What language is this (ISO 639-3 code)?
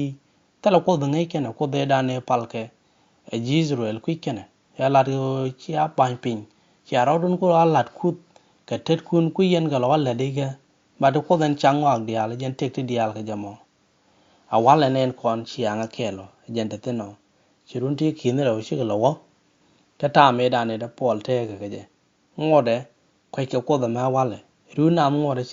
nus